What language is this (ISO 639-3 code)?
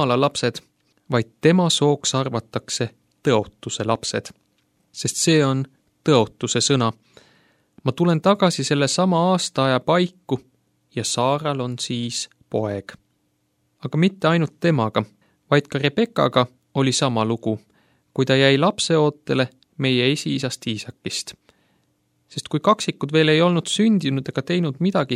est